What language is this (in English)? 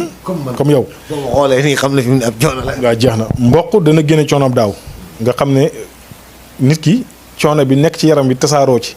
Wolof